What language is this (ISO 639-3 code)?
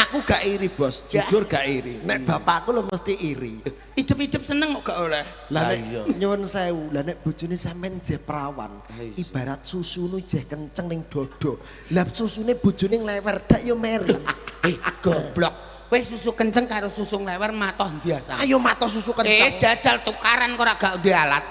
jav